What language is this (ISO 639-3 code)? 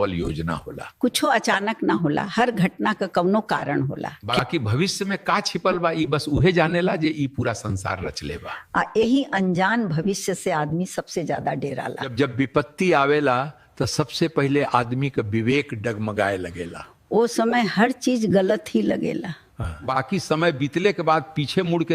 bho